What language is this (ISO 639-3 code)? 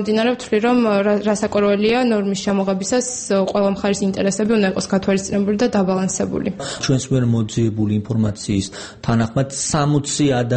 kat